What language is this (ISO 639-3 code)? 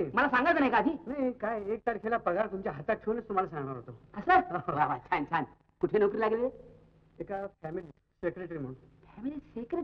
mar